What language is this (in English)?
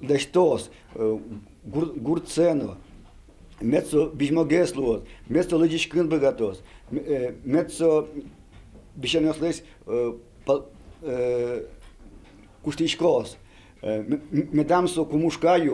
Udmurt